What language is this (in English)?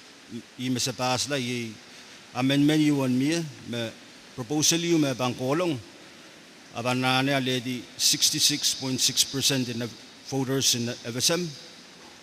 Pohnpeian